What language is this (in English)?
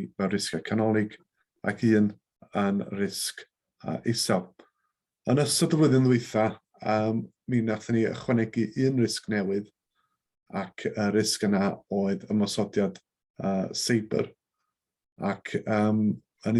Welsh